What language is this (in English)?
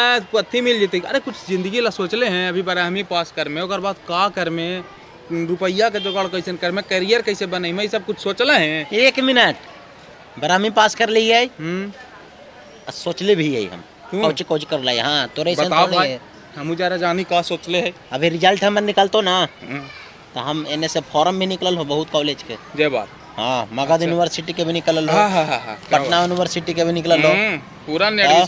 Magahi